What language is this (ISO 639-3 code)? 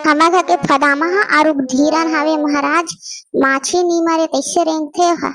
hne